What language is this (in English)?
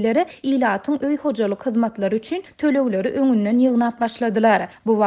Turkmen